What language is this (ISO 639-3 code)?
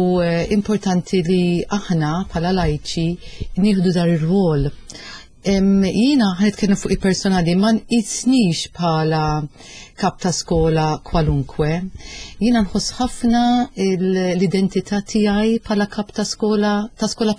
mlt